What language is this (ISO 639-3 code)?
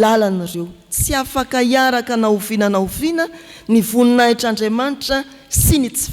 mlg